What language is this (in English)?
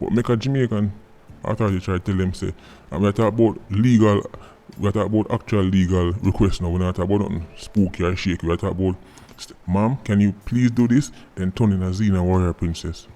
Jamaican Creole English